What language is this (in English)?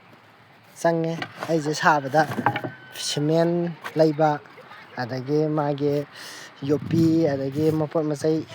Manipuri